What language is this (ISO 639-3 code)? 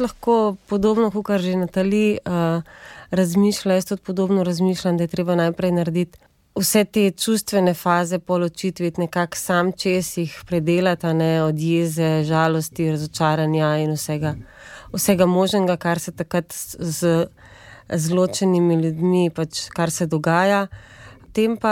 slv